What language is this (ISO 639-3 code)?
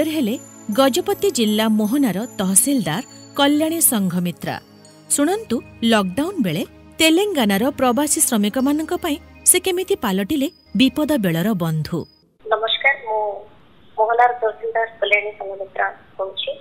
ori